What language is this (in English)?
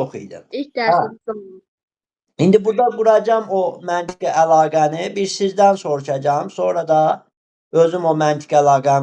Azerbaijani